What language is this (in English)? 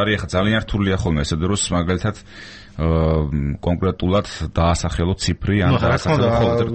Georgian